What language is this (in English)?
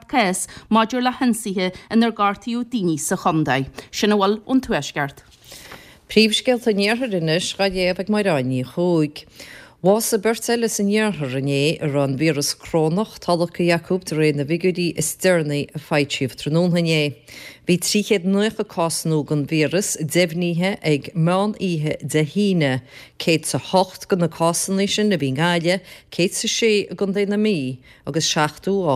Irish